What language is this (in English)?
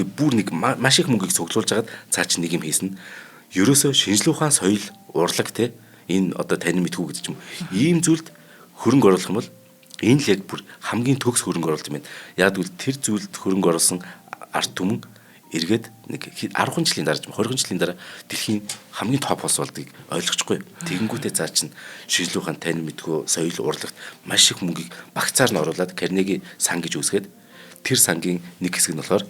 Mongolian